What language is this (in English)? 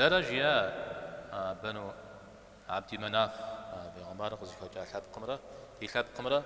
Kabardian